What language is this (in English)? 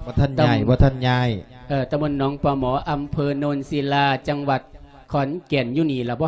Lao